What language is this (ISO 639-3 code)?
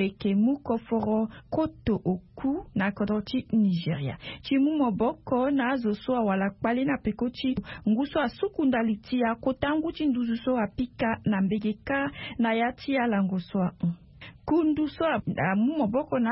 sag